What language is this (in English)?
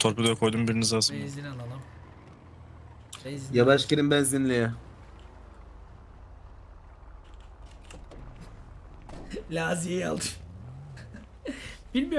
Turkish